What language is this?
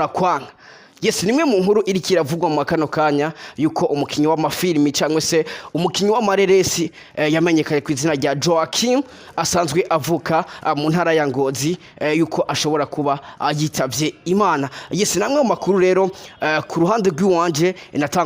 Rundi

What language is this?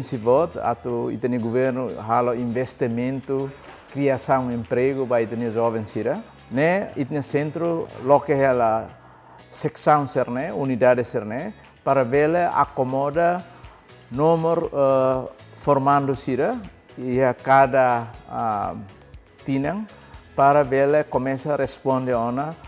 Tetum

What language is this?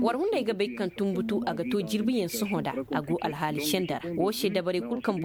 Koyraboro Senni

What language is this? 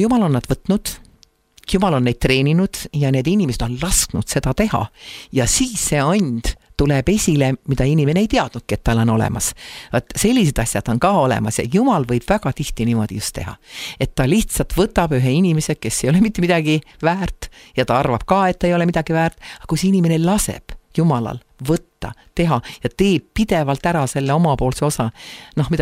Estonian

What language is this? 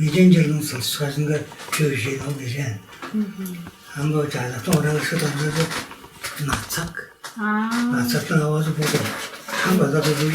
Tuvinian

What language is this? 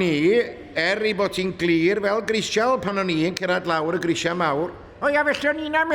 Welsh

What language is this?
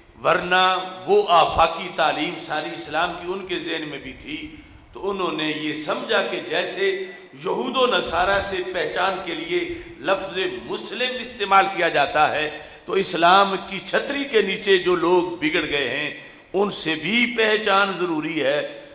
Urdu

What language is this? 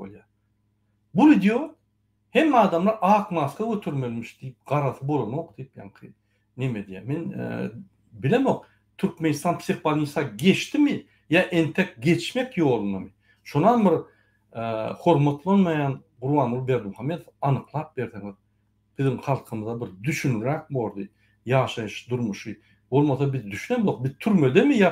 Turkmen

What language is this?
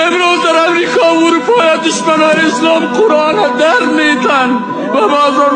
Tajik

